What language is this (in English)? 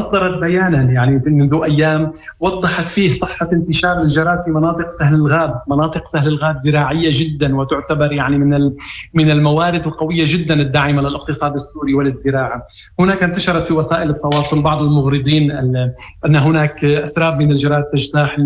Moroccan Arabic